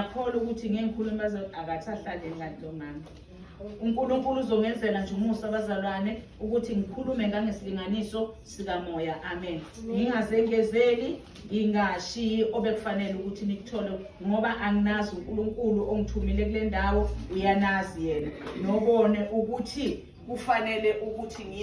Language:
Zulu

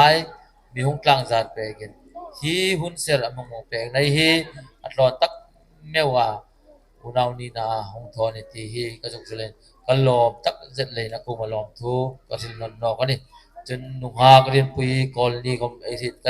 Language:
Hmar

